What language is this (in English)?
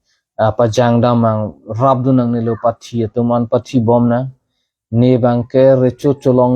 Karbi